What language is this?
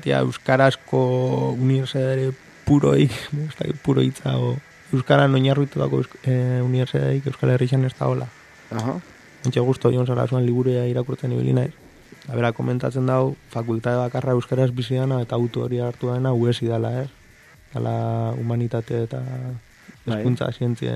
Basque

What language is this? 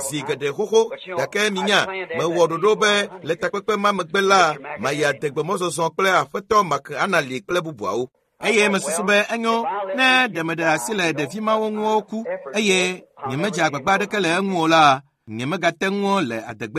Ewe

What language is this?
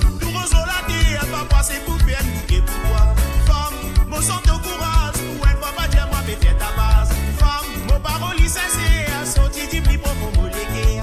Morisyen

